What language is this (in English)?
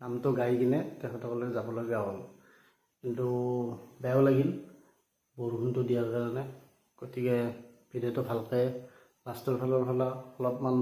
Assamese